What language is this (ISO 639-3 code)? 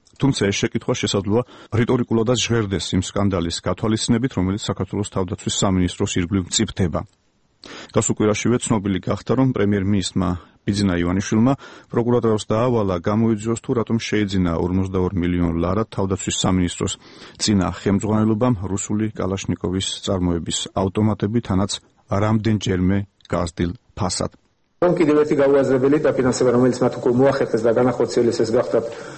kat